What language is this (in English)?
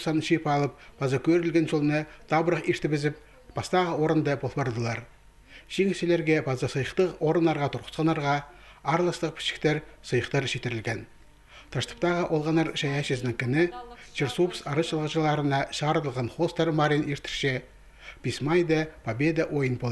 Khakas